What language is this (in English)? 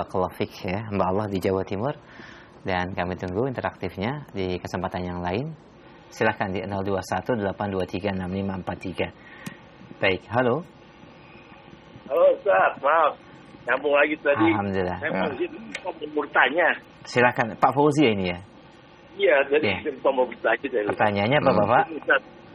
Indonesian